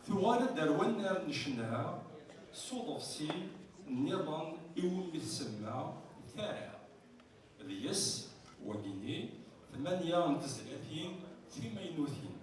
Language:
Kabyle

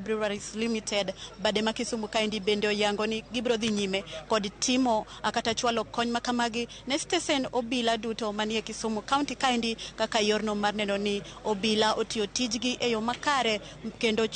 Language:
Luo (Kenya and Tanzania)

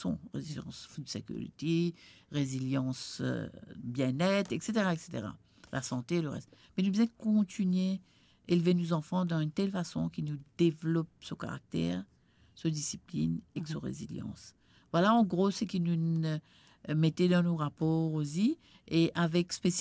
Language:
Morisyen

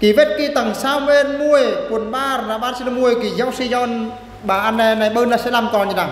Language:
Eastern Bru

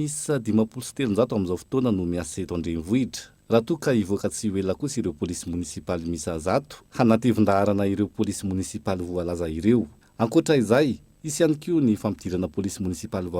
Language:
Malagasy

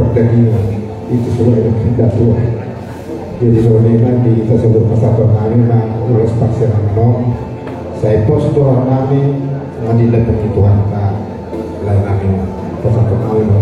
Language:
Batak Toba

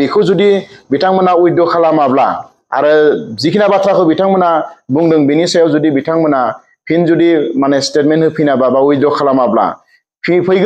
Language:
Bodo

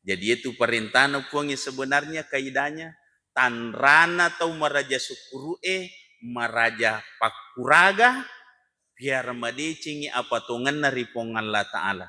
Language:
Buginese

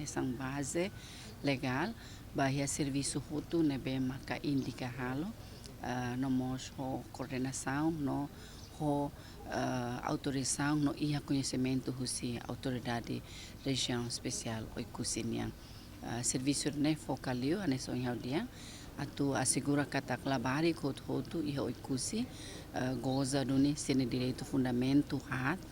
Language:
Tetum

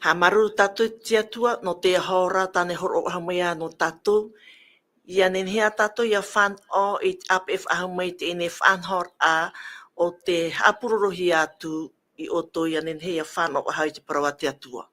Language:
Tahitian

